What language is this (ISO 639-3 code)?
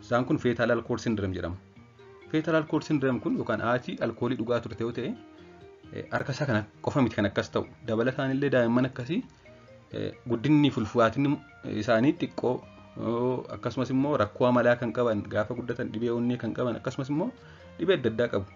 orm